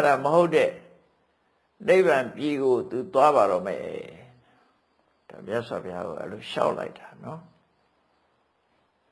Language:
Burmese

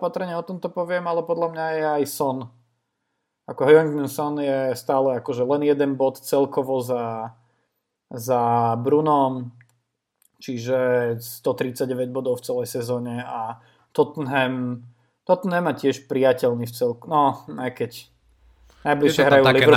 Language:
Slovak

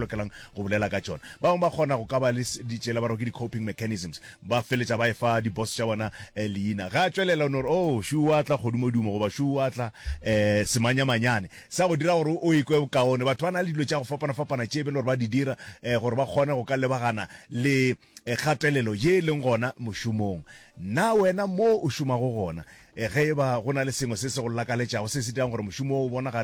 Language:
Northern Sotho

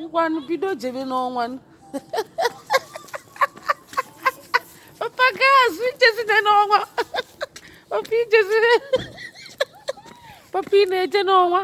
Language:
Igbo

